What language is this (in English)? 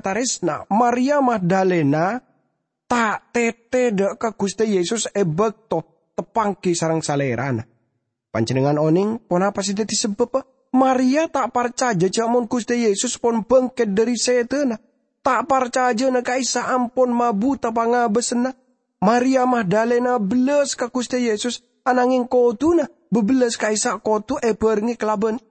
Madurese